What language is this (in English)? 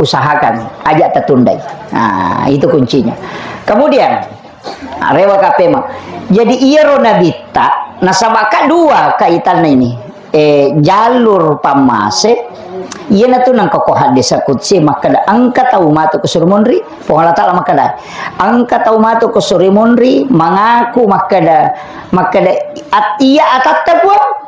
Buginese